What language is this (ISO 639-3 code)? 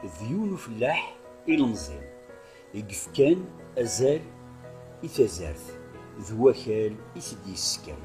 kab